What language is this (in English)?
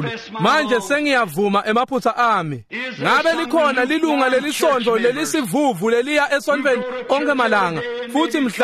Swati